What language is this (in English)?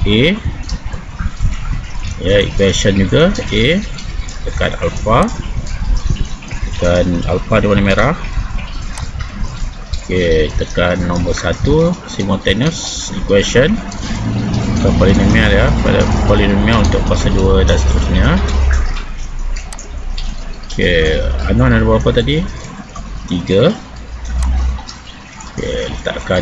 Malay